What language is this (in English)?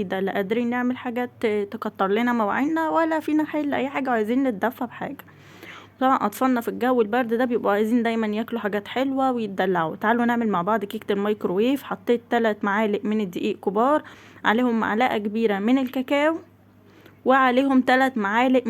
Egyptian Arabic